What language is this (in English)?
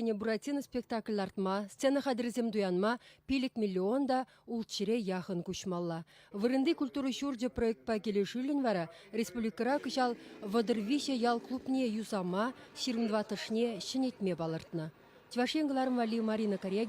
Chuvash